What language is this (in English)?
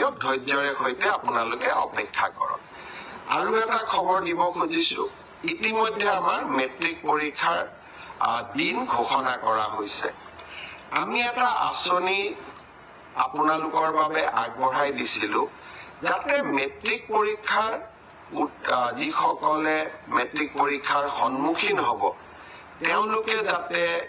Assamese